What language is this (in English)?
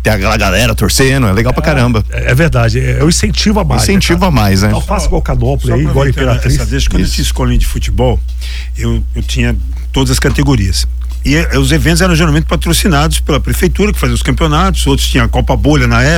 Portuguese